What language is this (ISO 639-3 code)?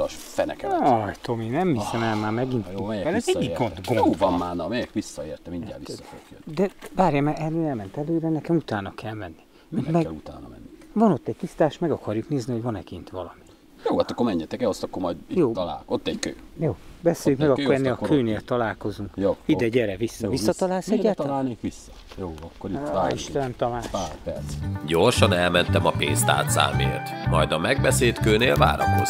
hun